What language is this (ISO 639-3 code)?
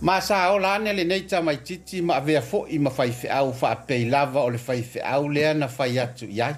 smo